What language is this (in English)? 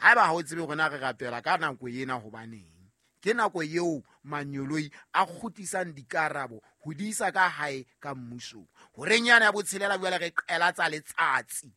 Southern Sotho